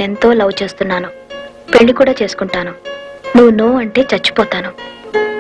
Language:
Telugu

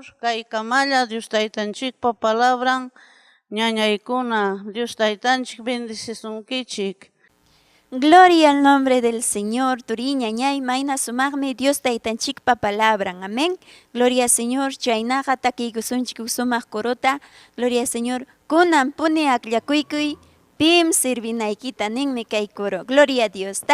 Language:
Ayacucho Quechua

